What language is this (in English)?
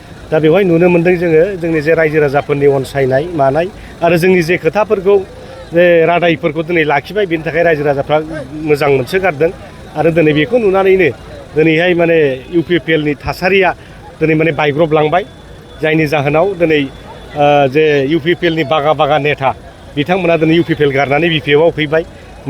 Bodo